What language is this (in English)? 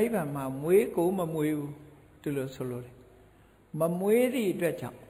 Burmese